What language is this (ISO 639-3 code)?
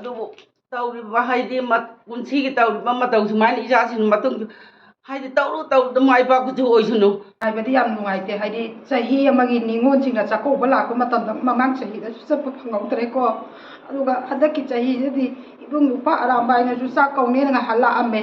mni